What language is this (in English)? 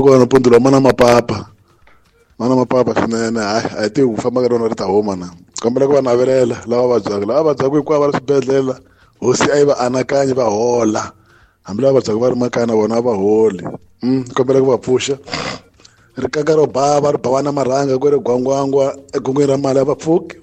Tsonga